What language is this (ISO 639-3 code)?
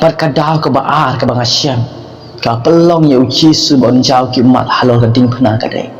kha